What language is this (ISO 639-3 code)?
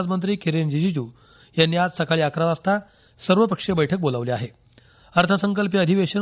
mar